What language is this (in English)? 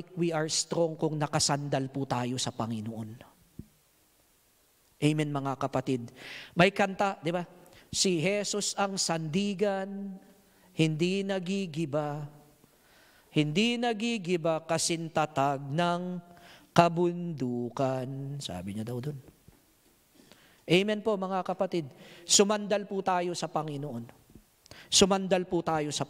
Filipino